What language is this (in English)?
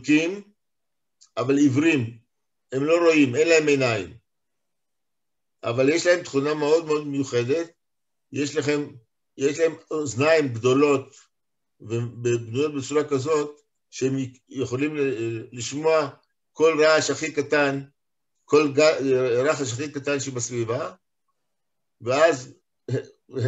Hebrew